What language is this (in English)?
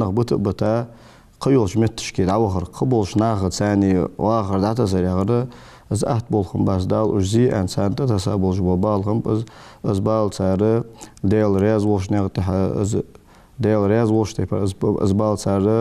Ingush